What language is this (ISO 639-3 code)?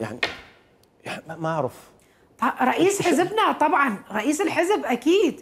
acm